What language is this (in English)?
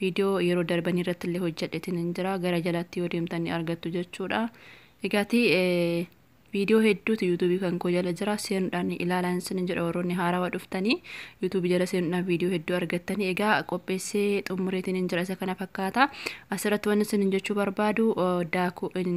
Oromo